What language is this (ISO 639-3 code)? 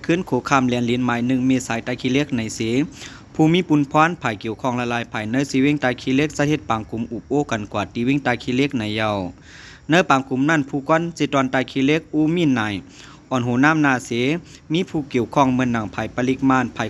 lao